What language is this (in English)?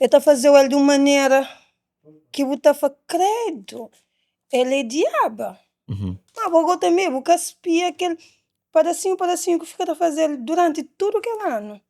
Kabuverdianu